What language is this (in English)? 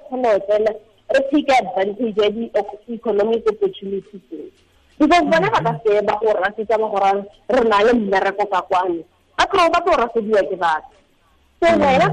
Tswana